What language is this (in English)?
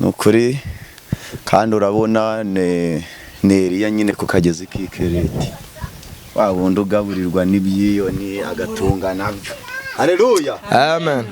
Kinyarwanda